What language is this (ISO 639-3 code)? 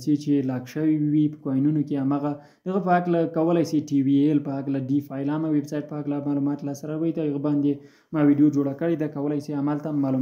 pus